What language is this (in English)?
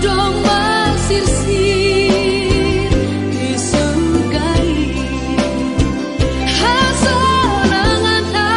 Batak Simalungun